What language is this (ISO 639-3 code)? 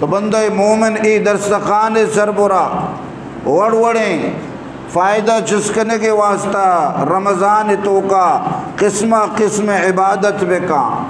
bgp